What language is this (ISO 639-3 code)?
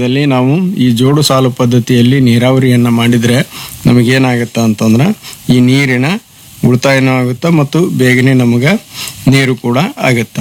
kan